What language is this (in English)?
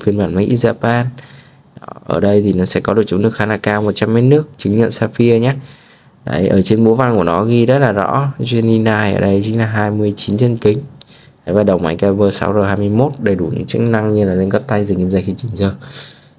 Vietnamese